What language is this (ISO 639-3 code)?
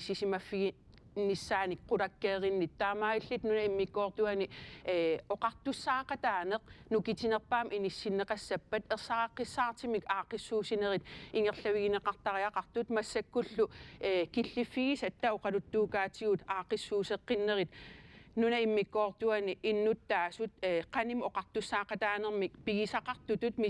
kal